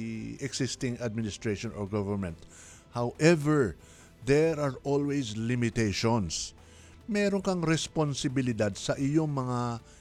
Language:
Filipino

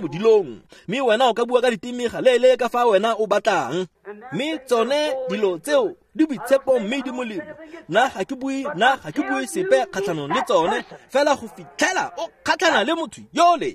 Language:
Tswana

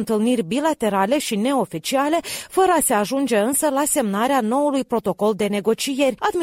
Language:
Romanian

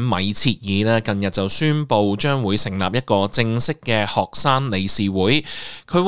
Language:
Cantonese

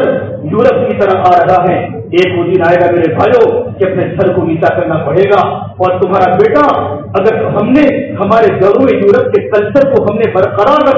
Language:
Urdu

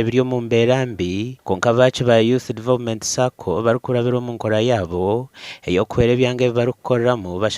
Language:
Nyankole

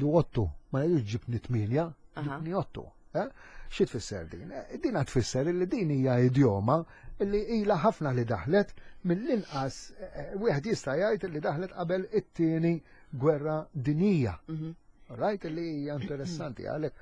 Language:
Maltese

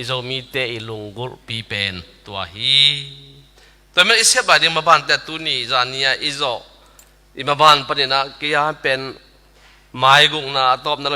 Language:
Tedim Chin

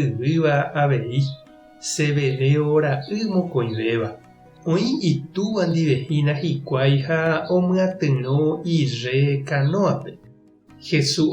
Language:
Guarani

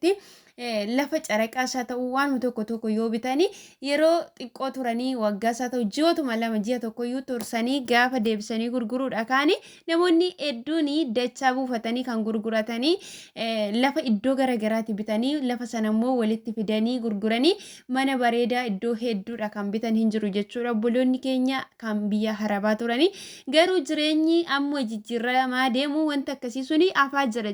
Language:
Oromo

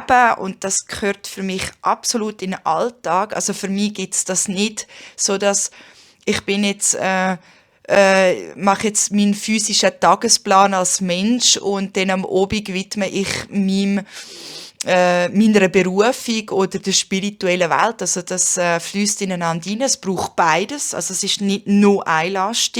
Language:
Swiss German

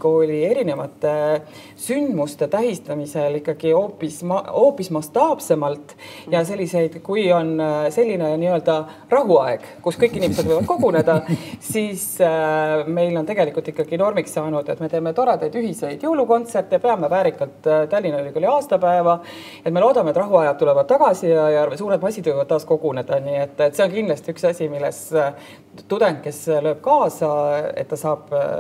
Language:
Estonian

